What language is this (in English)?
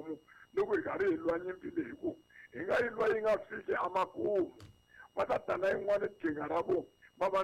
Tsonga